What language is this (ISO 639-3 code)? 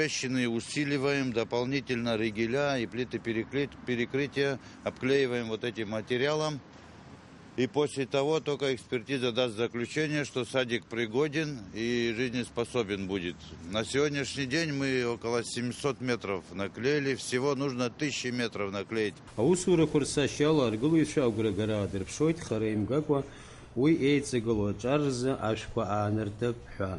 abk